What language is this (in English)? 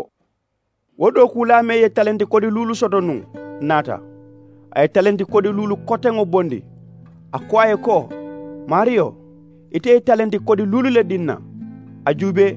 Mandingo